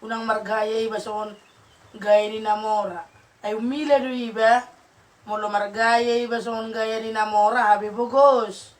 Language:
Batak Toba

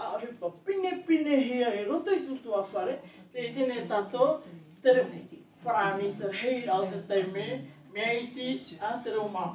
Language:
Tahitian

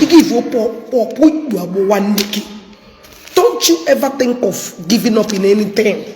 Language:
Igbo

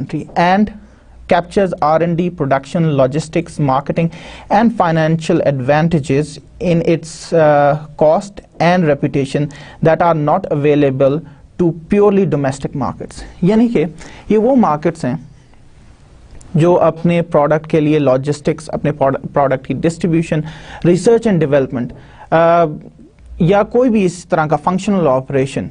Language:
Urdu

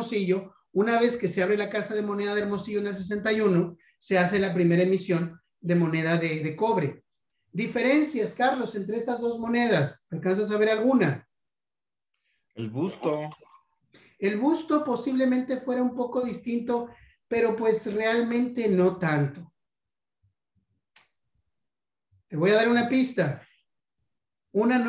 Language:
Spanish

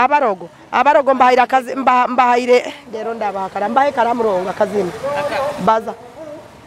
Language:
Nyoro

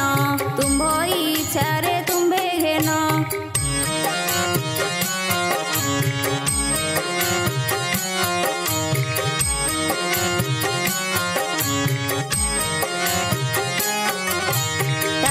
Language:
Odia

